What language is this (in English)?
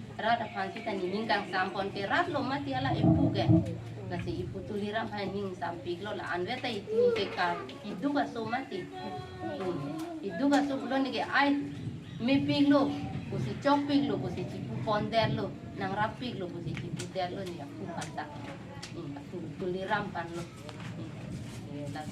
Karbi